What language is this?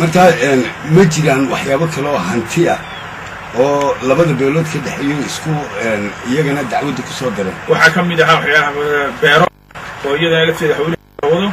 Somali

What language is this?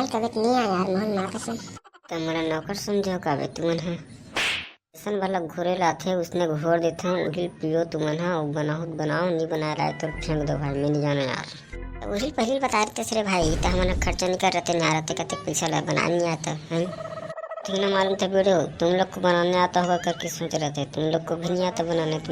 Chhattisgarhi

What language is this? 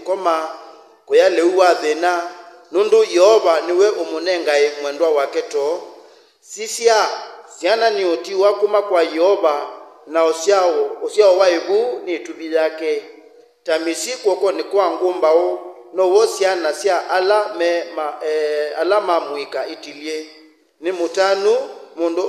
Kamba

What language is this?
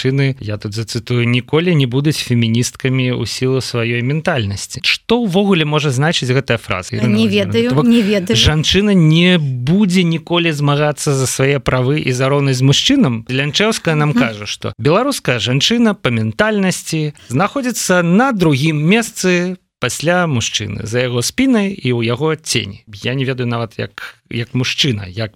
Belarusian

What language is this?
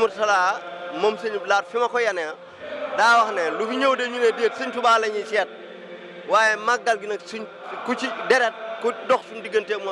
Wolof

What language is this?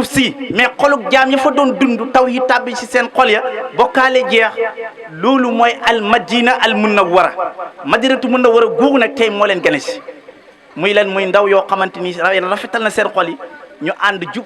Wolof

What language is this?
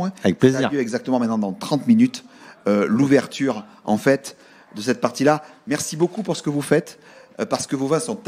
French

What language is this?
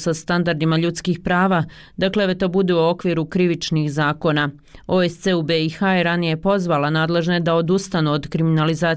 Bosnian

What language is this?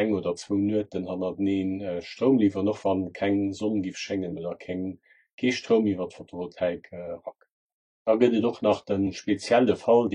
Luxembourgish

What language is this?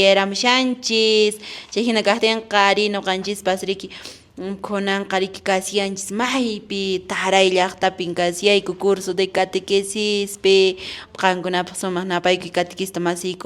Quechua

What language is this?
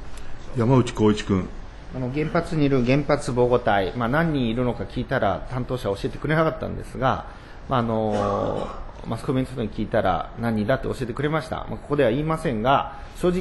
Japanese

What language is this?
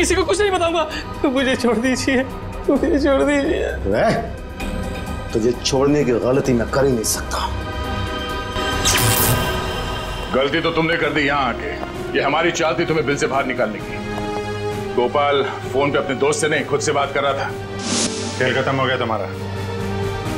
Hindi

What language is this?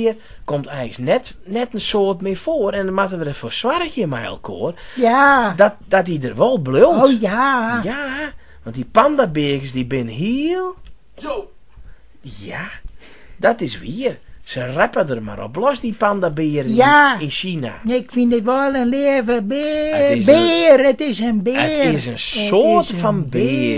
Western Frisian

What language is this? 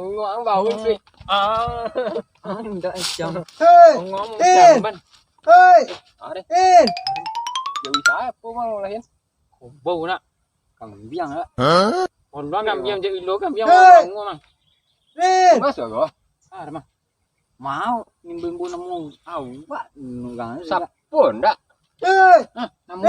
Minangkabau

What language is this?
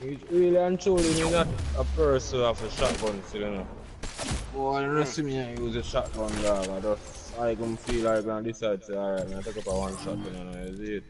Jamaican Creole English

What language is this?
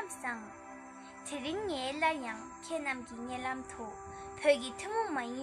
Tibetan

